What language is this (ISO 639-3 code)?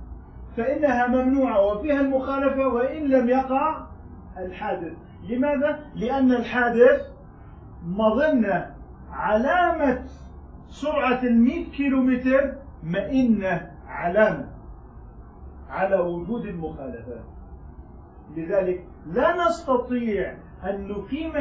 ara